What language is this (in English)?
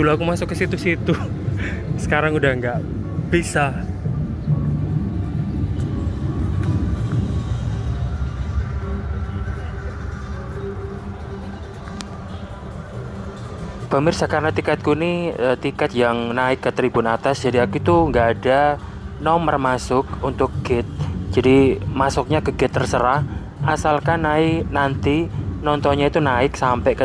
Indonesian